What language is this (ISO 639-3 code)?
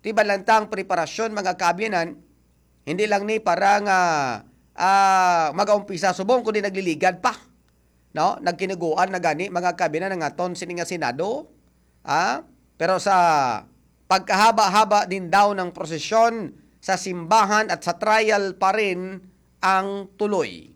hil